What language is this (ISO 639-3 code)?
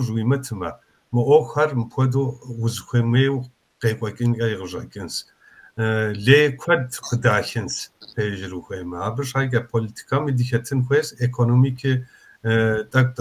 kbd